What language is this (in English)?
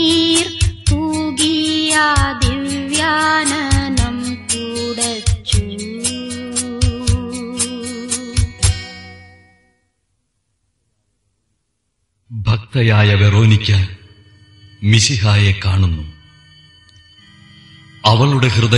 Malayalam